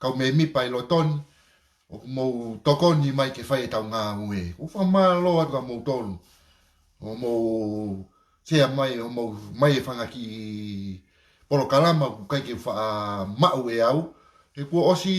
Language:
Tongan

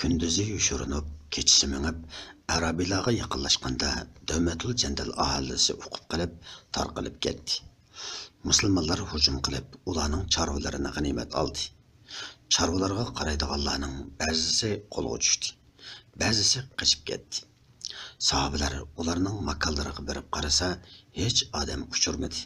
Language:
Uyghur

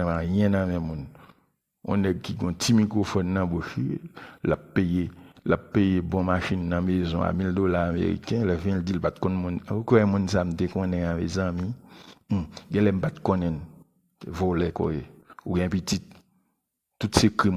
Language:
Haitian Creole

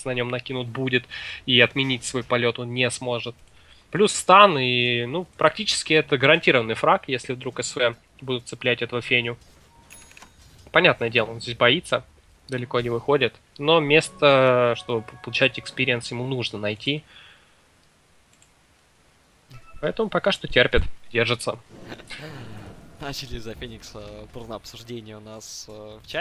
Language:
Russian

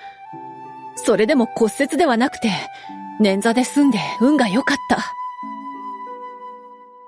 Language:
Japanese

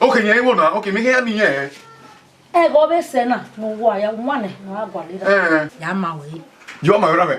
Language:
Bini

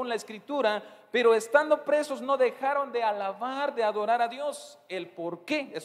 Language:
Tzeltal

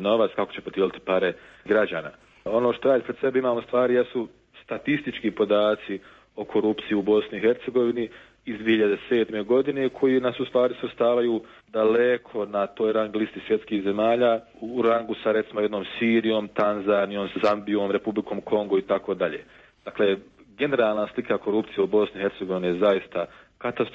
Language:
Serbian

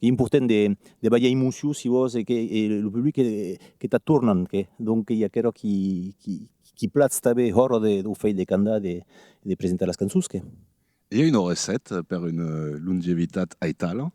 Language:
Occitan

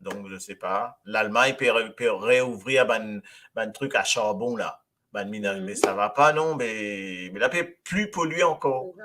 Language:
Morisyen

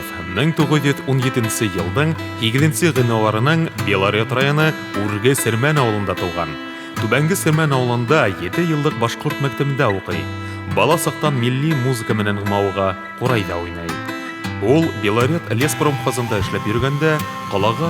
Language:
Bashkir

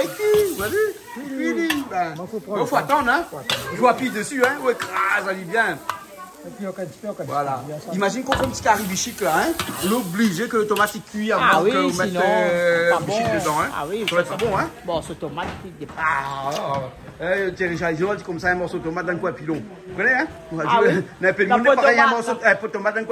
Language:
Réunion Creole French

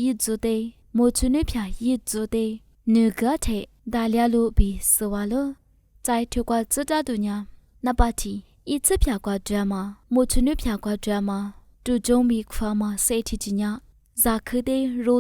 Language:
Lisu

